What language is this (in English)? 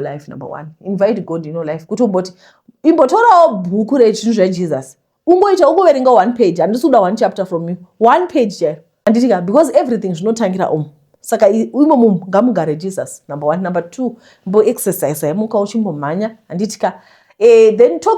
Shona